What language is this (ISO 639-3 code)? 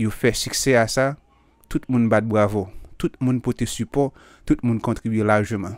hat